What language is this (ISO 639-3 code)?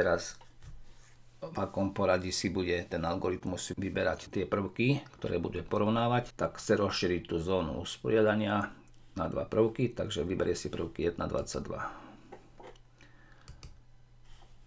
slk